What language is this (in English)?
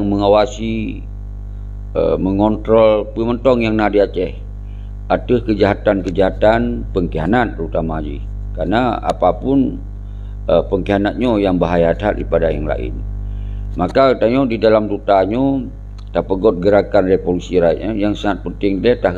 Achinese